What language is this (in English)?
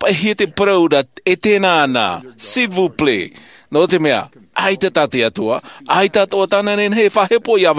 Tahitian